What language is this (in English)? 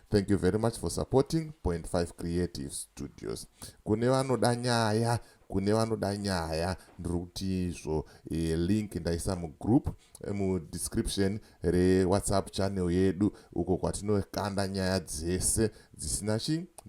Shona